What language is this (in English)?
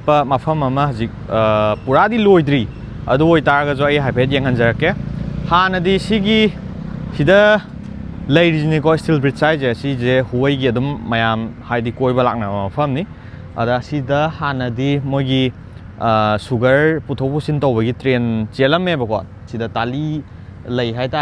Manipuri